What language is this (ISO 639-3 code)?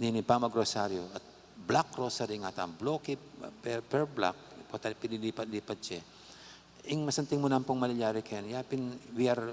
pam